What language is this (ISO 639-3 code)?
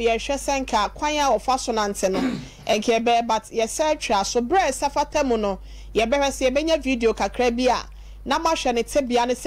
aka